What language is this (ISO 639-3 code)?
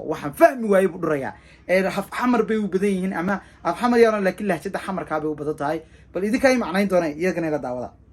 som